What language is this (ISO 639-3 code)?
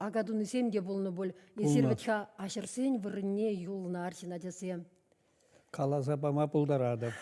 chv